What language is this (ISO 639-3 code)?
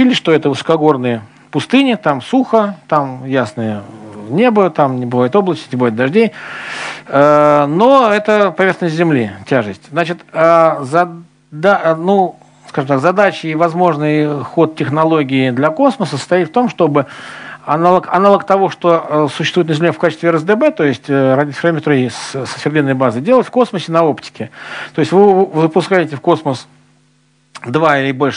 rus